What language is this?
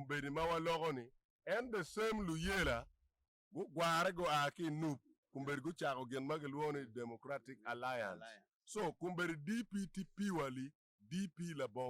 Acoli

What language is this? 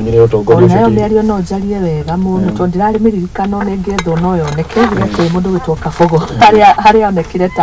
Kikuyu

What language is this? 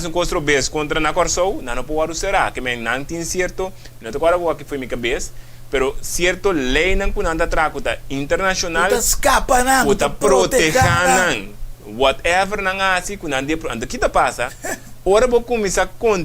Papiamento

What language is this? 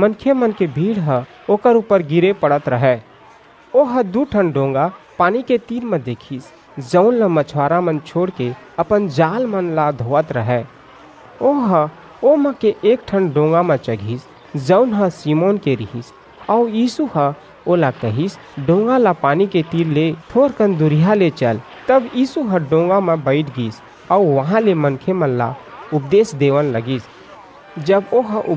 Chhattisgarhi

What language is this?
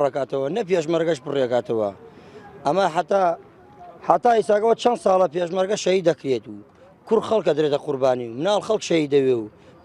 Central Kurdish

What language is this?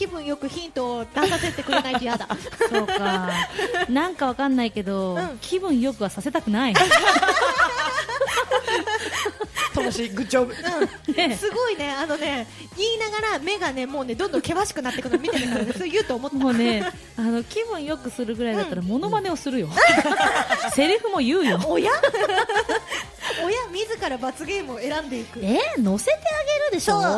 Japanese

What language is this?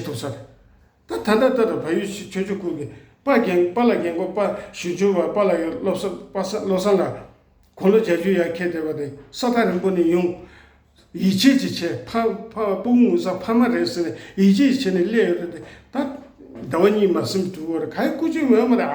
Tibetan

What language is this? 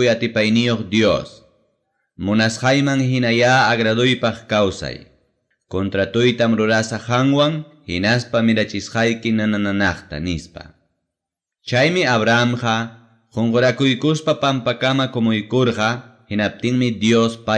Ayacucho Quechua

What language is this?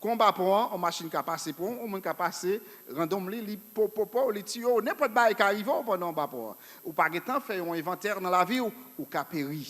Haitian Creole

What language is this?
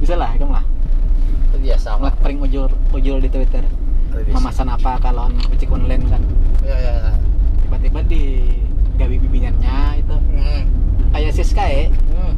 Banjar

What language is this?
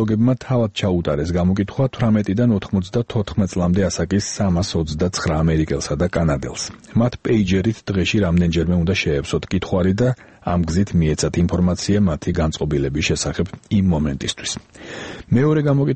Georgian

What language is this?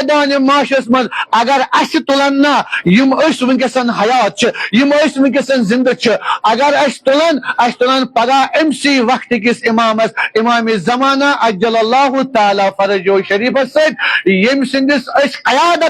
Kashmiri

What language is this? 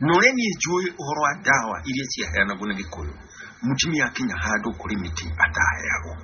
Kikuyu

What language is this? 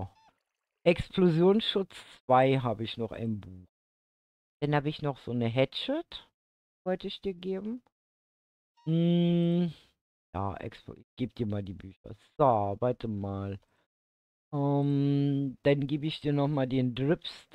German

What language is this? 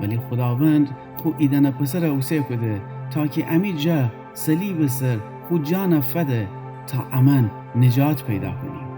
Gilaki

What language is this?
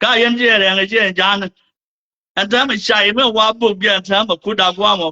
Nuer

